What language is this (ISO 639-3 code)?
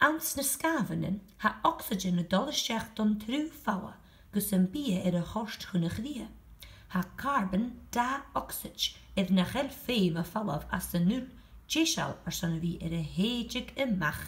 gla